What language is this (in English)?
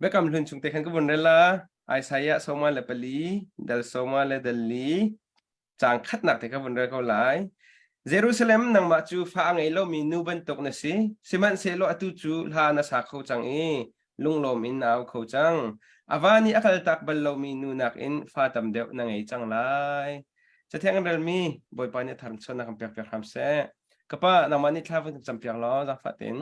Hakha Chin